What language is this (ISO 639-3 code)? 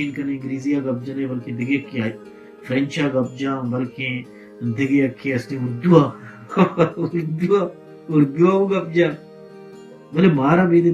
bal